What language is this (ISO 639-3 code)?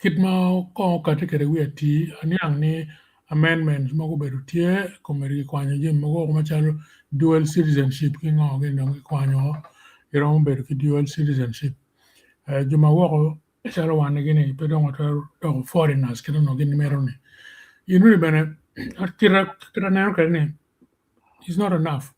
ach